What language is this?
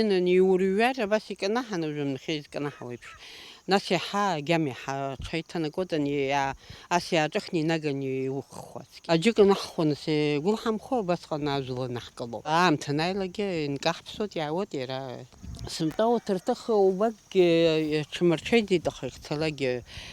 Abkhazian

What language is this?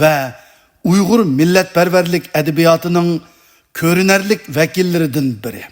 Uyghur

